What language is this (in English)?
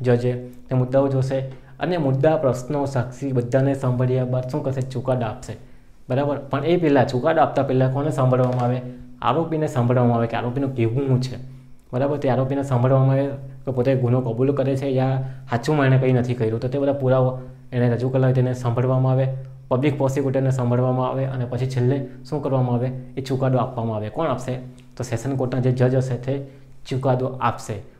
Gujarati